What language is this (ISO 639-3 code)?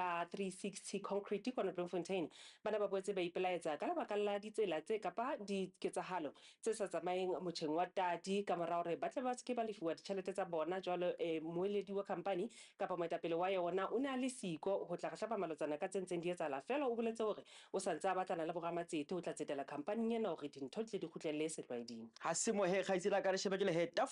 sot